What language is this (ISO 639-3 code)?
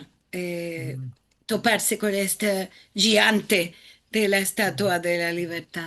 lad